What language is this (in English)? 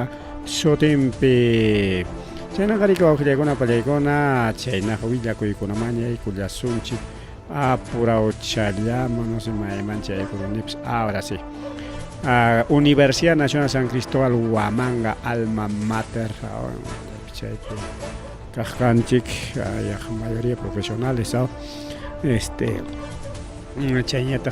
Ayacucho Quechua